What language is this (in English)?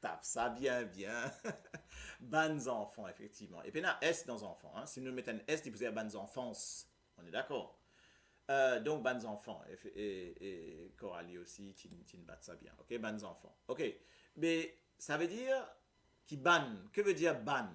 Morisyen